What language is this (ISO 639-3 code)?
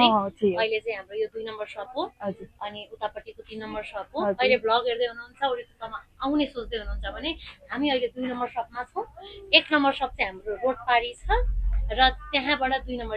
nep